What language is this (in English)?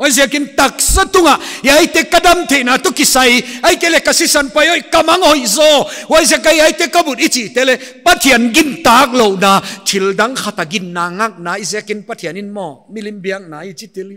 Paite Chin